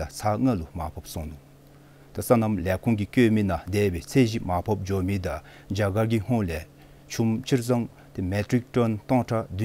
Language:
Dzongkha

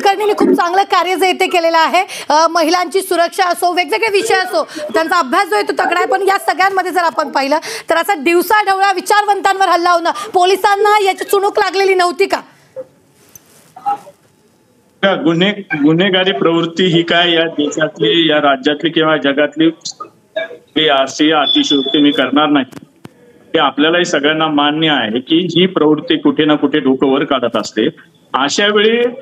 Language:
Marathi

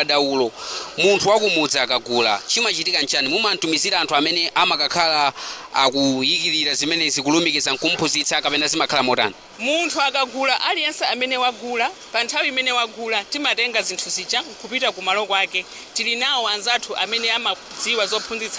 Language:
Nyanja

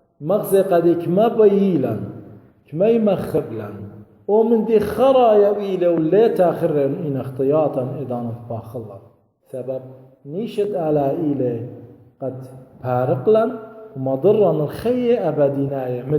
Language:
Assyrian Neo-Aramaic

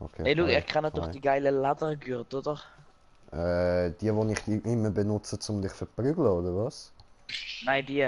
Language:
Swiss German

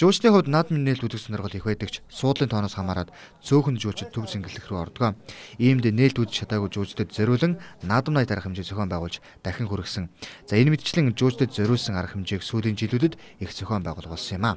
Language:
Mongolian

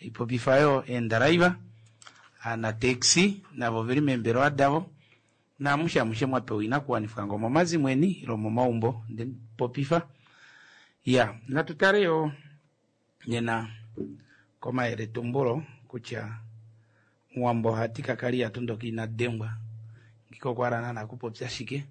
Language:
Kuanyama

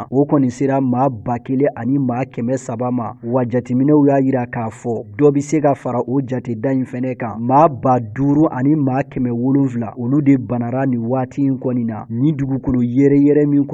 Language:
Bambara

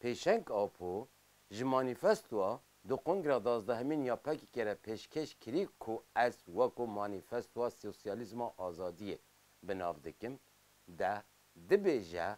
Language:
Kurdish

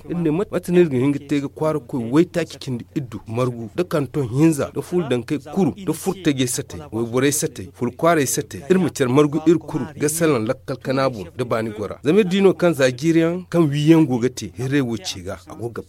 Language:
Zarma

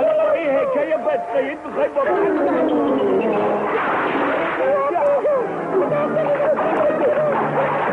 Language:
Persian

